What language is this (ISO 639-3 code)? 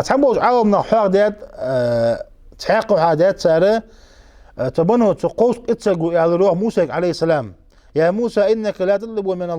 inh